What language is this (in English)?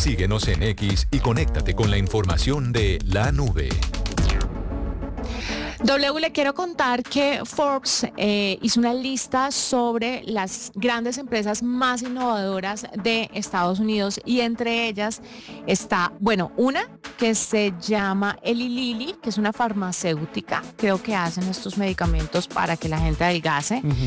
Spanish